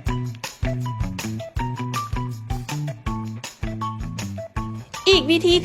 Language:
Lao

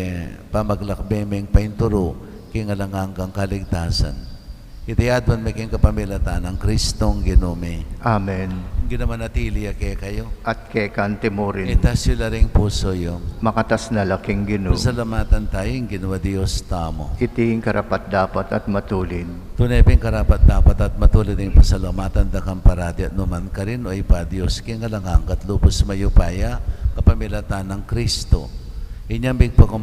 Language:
Pampanga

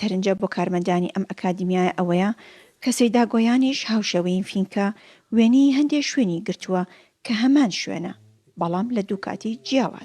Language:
Kurdish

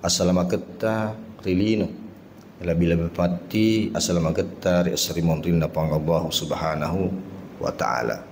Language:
Buginese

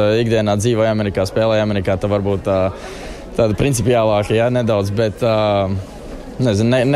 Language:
Latvian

